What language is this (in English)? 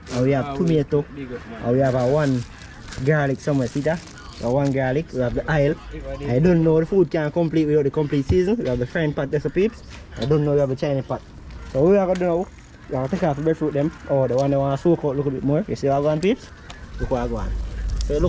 Jamaican Creole English